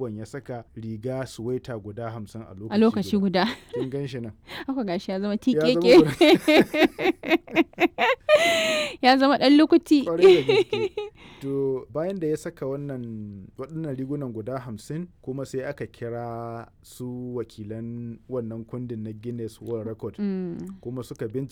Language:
Hausa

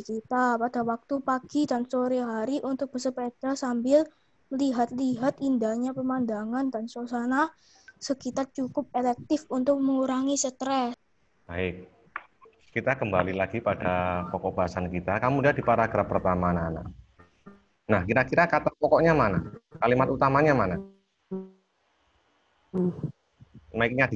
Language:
Indonesian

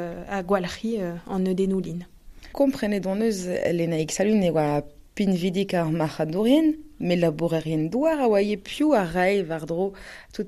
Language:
Breton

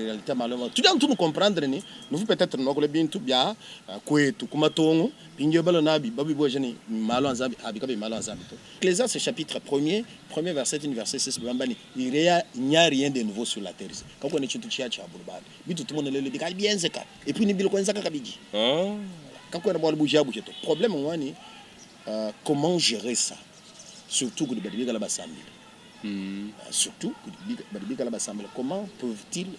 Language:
Luba-Lulua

